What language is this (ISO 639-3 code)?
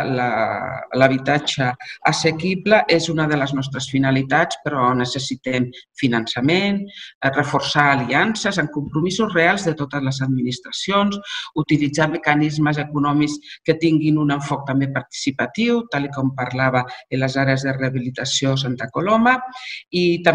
cat